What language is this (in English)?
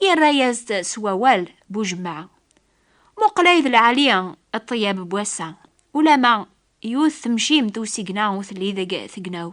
Kabyle